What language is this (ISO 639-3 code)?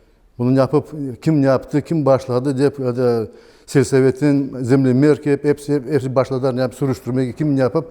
crh